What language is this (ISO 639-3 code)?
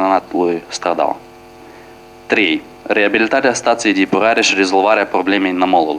ron